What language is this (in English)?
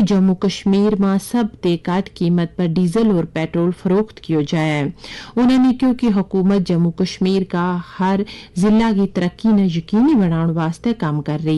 Gujari